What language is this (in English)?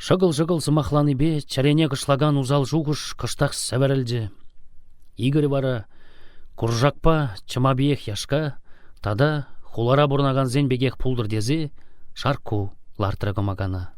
Chuvash